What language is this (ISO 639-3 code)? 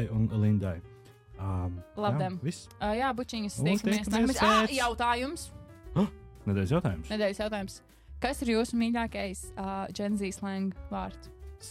lav